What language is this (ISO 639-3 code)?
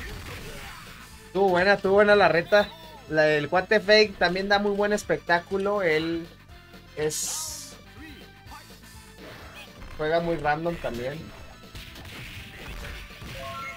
spa